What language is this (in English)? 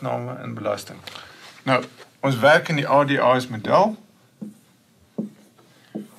Afrikaans